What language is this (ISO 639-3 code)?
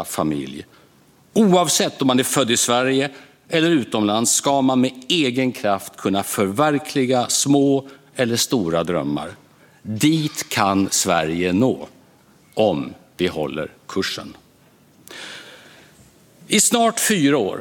swe